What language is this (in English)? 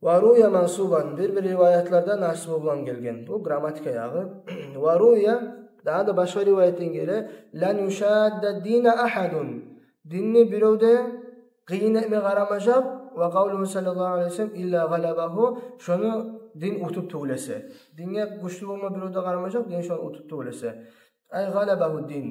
Kumyk